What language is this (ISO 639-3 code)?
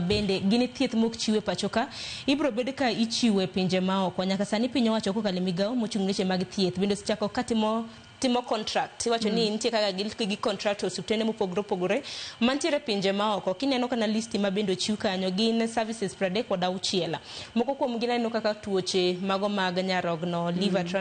luo